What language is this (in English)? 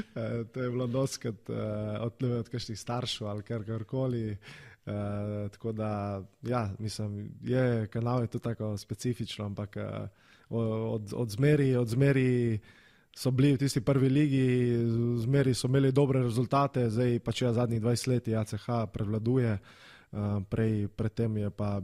Slovenian